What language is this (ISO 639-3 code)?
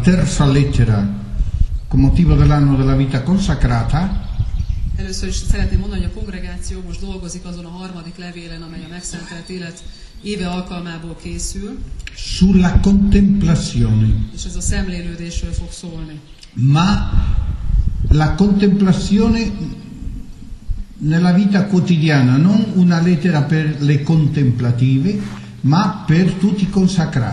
hun